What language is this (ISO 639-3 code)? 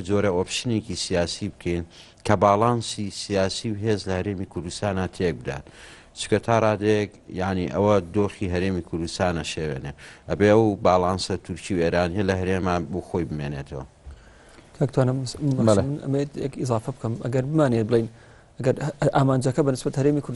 ckb